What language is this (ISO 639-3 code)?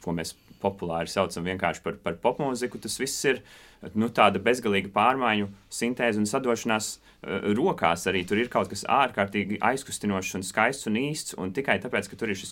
lav